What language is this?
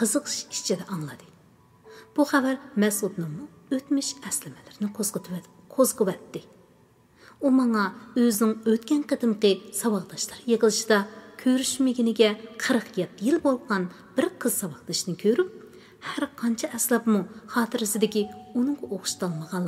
Uyghur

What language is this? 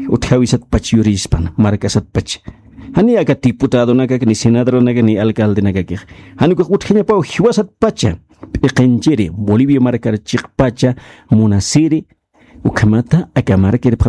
Aymara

